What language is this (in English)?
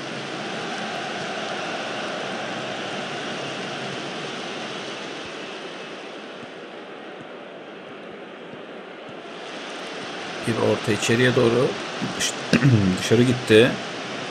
Turkish